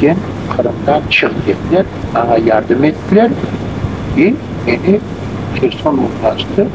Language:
Crimean Tatar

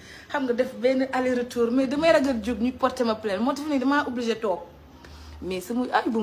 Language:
Wolof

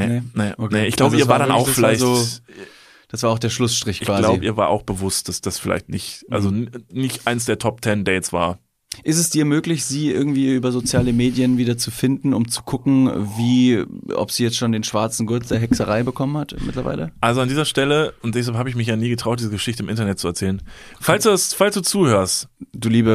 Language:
German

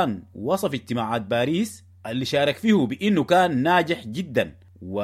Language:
Sudanese Arabic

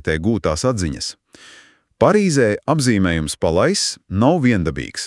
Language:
Latvian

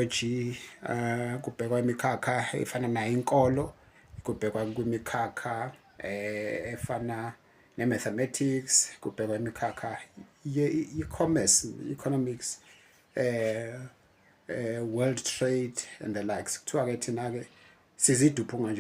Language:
Zulu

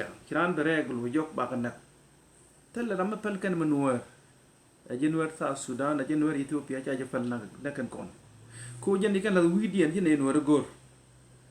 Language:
Nuer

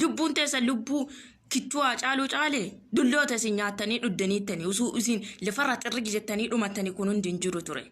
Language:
Oromo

